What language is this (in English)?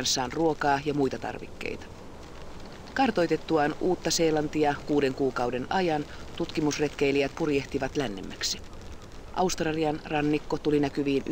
Finnish